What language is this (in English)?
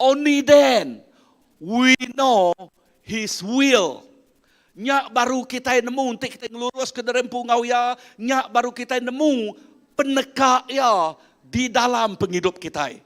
Iban